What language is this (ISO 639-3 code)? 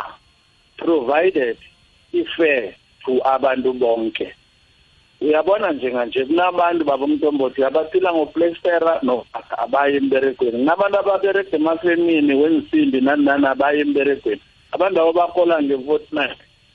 nbl